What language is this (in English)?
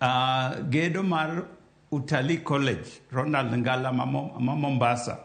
Luo (Kenya and Tanzania)